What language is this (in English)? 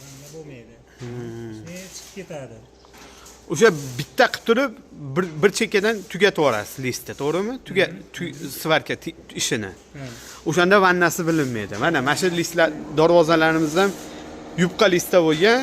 Uzbek